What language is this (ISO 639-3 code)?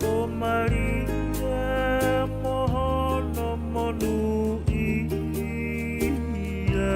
ton